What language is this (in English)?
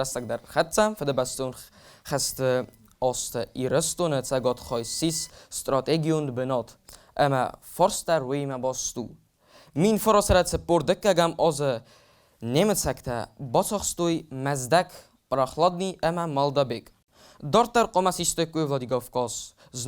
Ossetic